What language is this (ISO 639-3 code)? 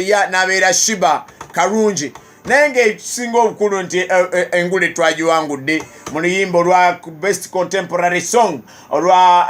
lug